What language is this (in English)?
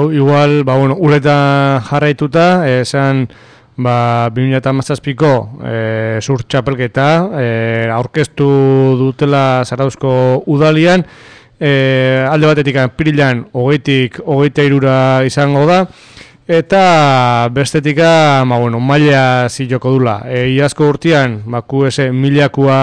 Basque